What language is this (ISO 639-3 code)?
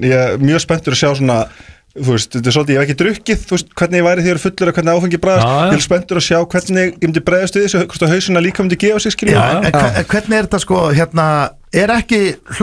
isl